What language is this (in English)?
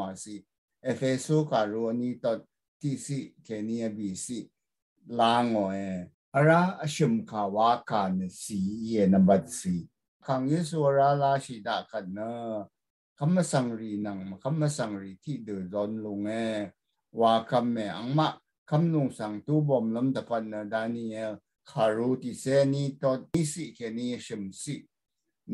Rawang